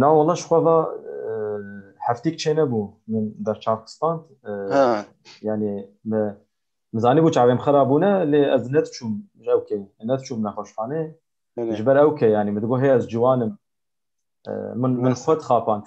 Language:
Kurdish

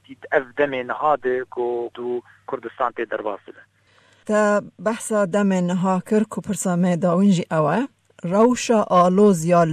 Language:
Kurdish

